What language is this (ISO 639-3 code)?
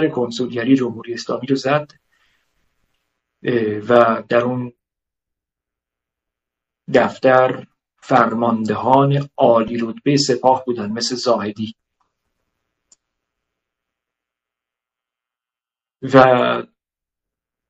fas